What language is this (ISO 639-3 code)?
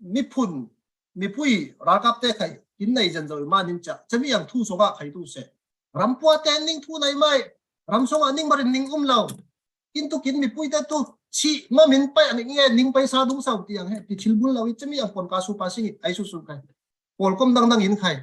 cfm